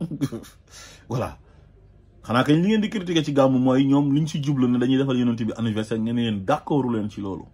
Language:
Wolof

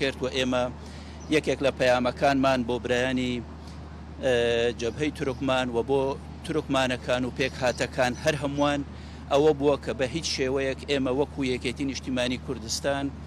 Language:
Central Kurdish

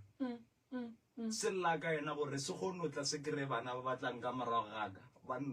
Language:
Northern Sotho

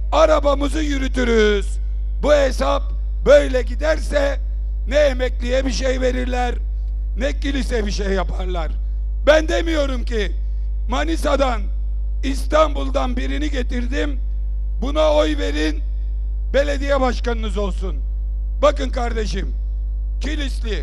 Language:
Turkish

